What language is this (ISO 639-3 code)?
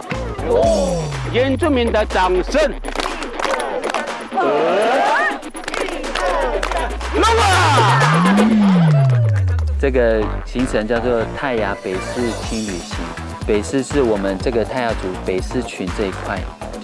zho